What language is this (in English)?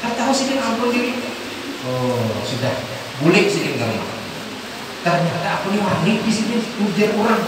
Banjar